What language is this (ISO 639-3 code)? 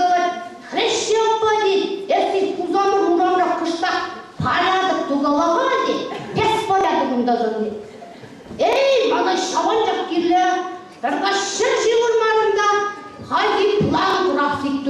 chv